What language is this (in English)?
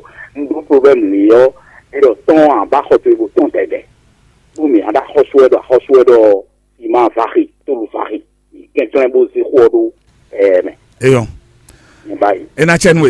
Fon